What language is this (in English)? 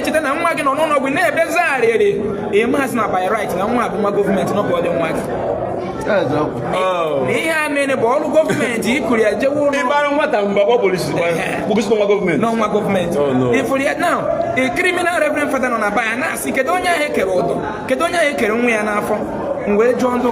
Igbo